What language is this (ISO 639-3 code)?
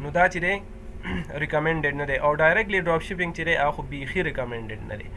pus